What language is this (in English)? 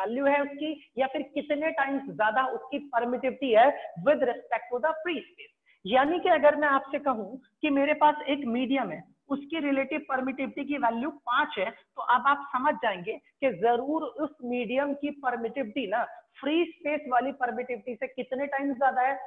Hindi